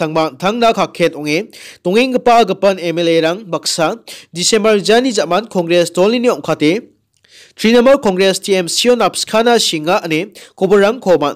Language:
Garo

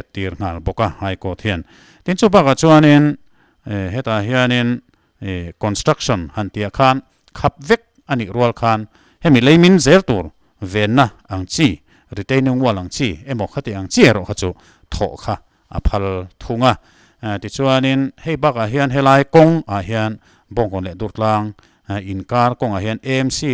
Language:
Mizo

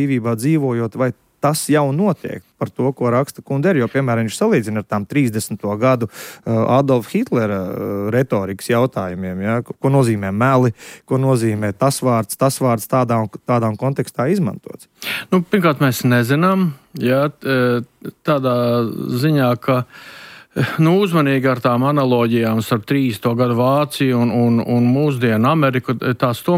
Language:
Latvian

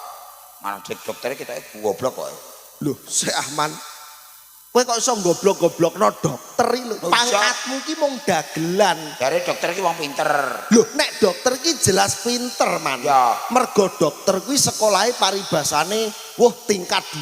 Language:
Javanese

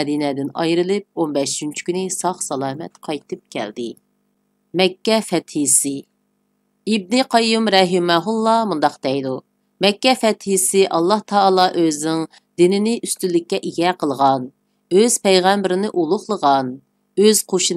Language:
Uyghur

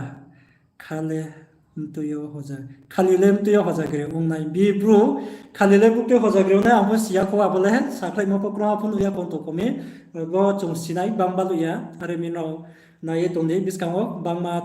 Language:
Riang (India)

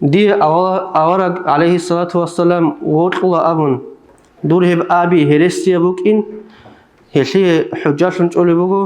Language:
Avaric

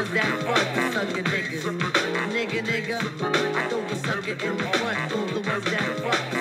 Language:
English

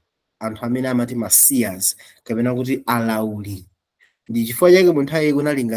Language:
Nyanja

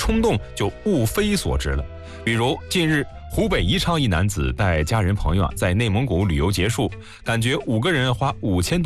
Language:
Chinese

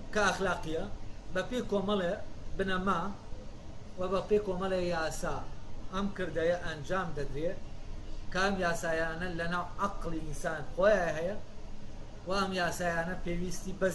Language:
Central Kurdish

